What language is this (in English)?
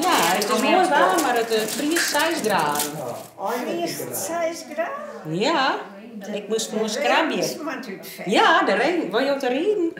Western Frisian